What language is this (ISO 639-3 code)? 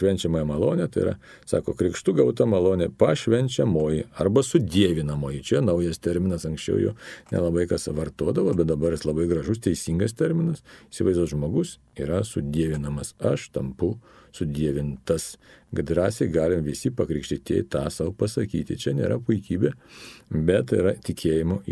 lit